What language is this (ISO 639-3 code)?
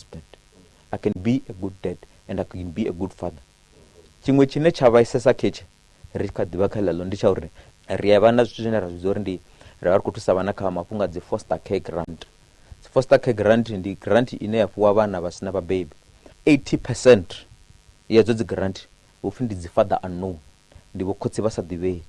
ven